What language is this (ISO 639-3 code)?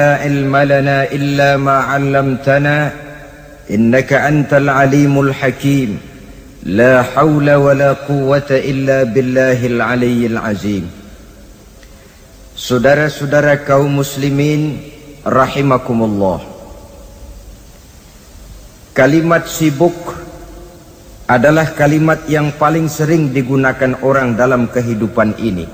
ind